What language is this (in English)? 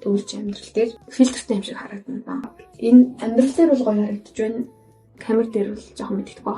Mongolian